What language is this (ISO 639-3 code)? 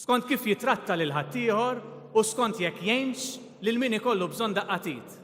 mlt